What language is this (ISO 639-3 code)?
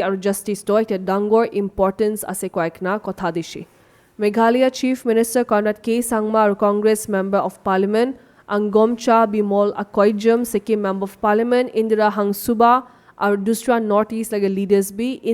nag